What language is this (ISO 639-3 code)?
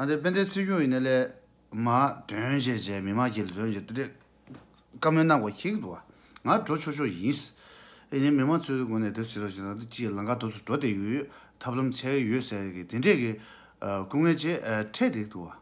bod